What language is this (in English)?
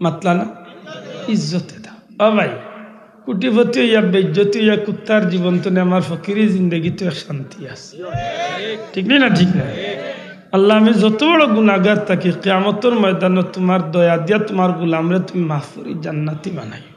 Sylheti